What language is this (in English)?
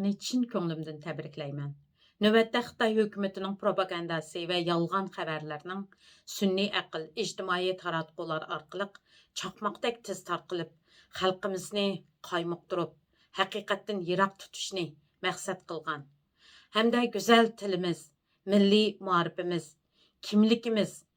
Uyghur